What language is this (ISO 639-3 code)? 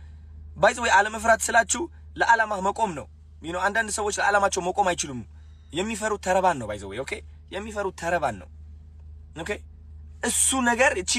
amh